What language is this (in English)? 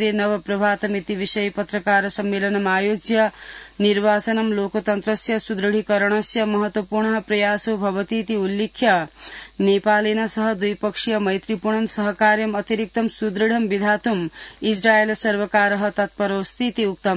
Sanskrit